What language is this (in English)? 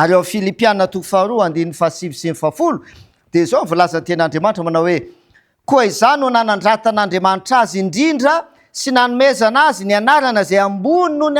Malagasy